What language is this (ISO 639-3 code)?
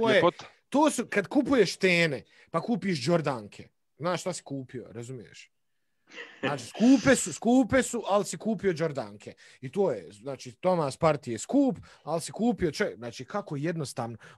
bos